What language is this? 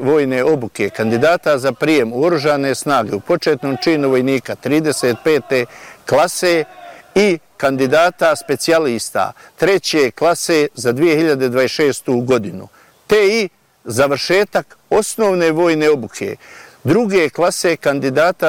Bosnian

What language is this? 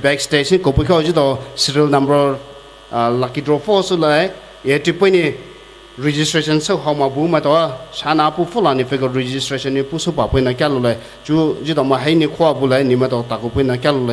Poumei Naga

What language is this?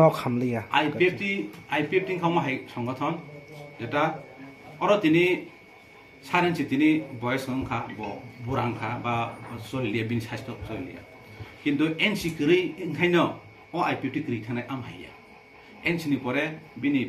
Kok Borok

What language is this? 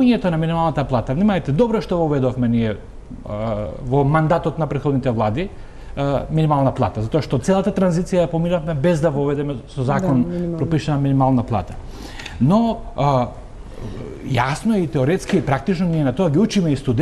Macedonian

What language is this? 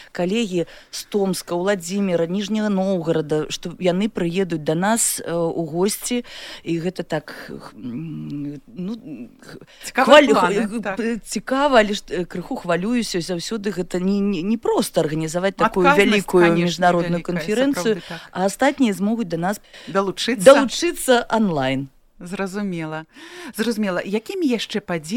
Belarusian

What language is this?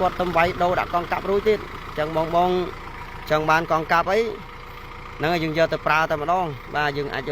Khmer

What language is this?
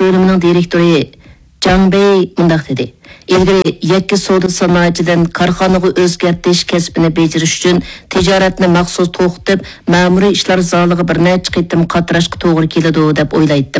Uyghur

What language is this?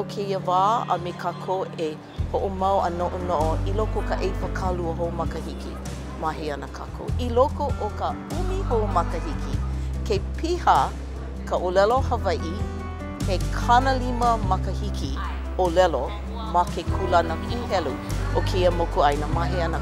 Hawaiian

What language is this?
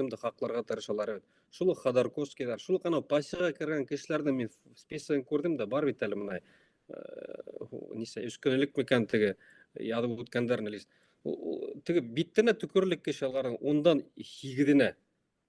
Bashkir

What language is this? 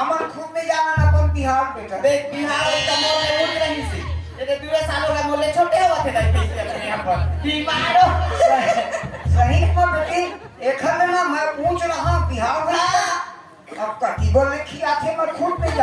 Chhattisgarhi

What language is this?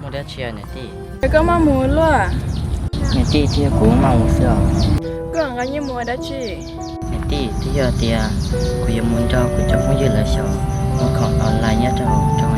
Hmong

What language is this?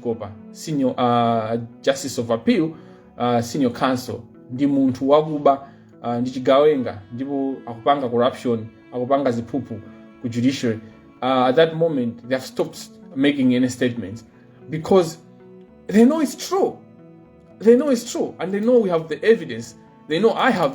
Nyanja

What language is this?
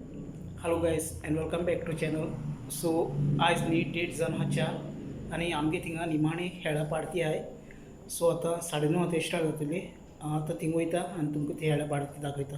Konkani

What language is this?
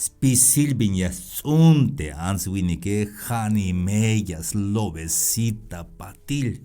Tzeltal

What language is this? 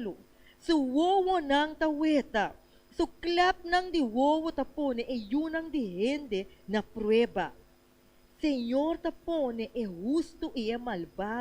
Papiamento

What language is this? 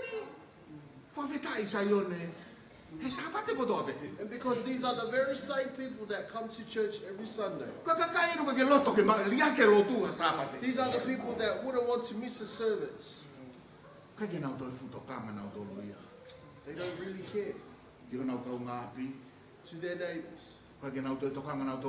Tongan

